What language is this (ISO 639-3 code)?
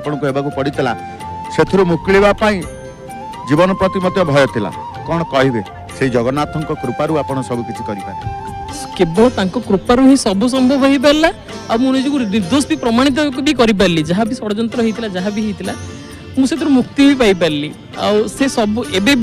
ori